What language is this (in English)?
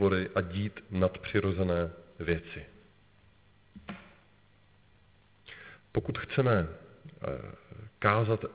Czech